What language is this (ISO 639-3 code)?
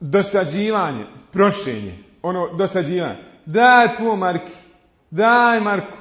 bos